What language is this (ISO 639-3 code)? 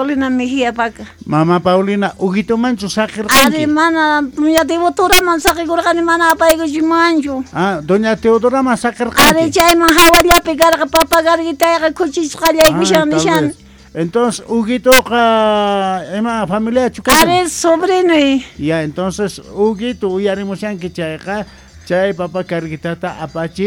que